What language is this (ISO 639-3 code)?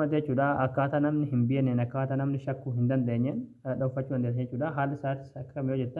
orm